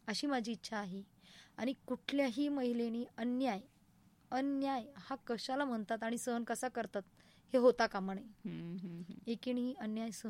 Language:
Marathi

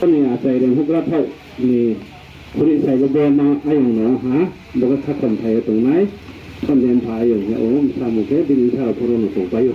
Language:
Riang (India)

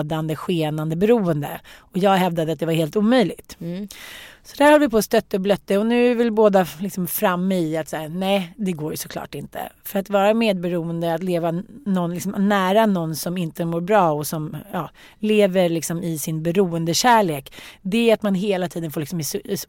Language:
Swedish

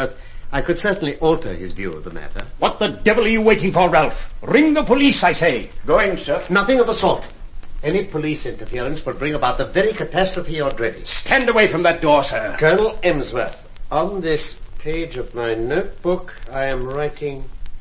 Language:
English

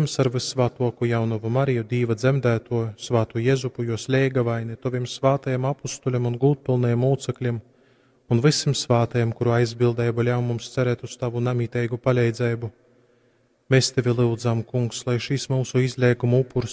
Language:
Latgalian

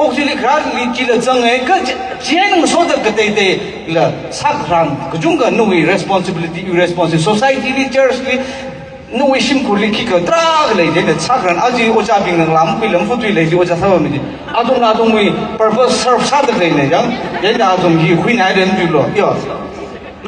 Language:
Tangkhul Naga (India)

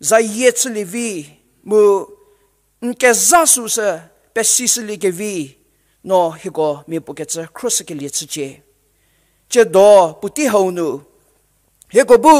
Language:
Angami Naga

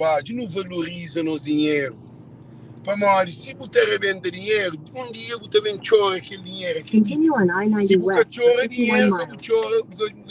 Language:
Kabuverdianu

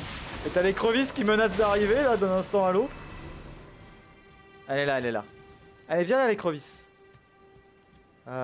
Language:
French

